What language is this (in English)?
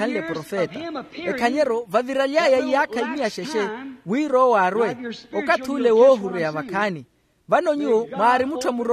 Makhuwa